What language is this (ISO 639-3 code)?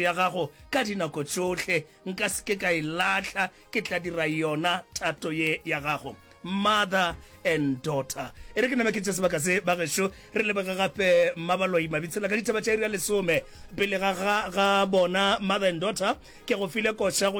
nso